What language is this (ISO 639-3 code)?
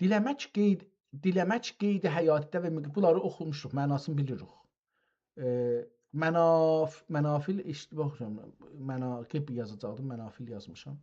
azb